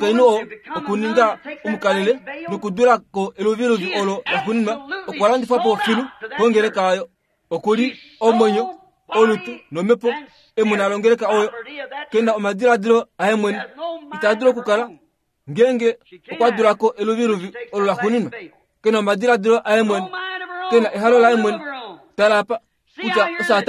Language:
Kuanyama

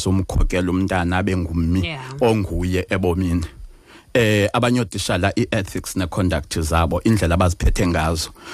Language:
Xhosa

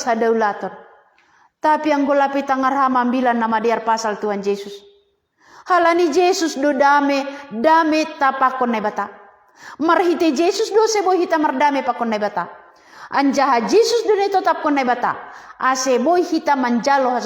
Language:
Batak Simalungun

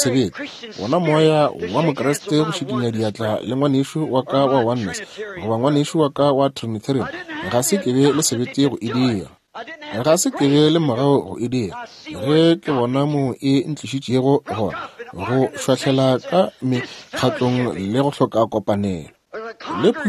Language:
Northern Sotho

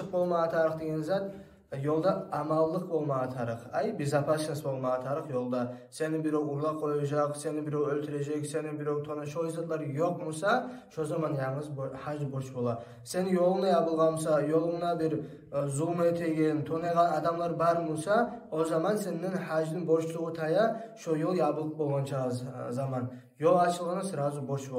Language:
Kumyk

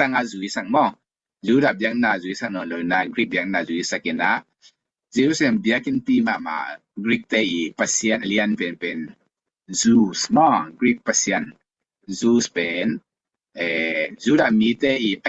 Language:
Tedim Chin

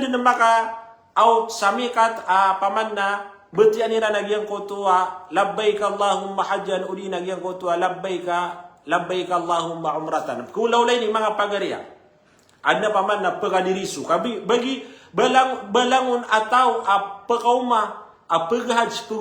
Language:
Maranao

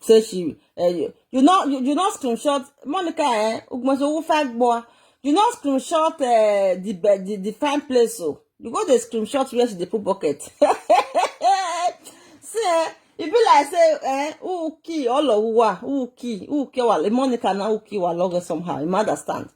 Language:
Nigerian Pidgin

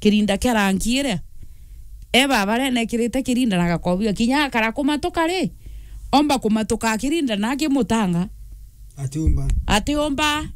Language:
Meru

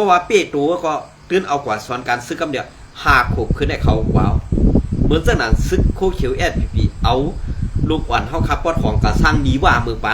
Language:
Shan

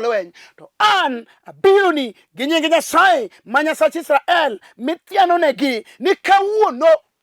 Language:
Luo (Kenya and Tanzania)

